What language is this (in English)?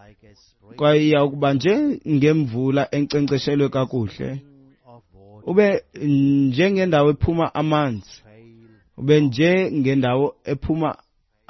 Xhosa